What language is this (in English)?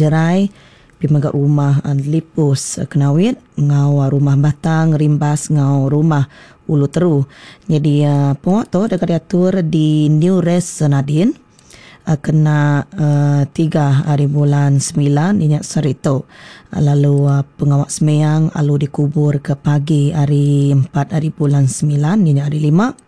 Iban